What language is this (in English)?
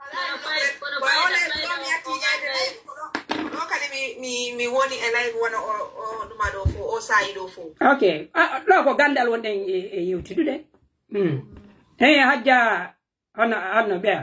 Pular